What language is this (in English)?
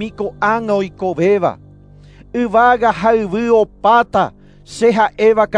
Guarani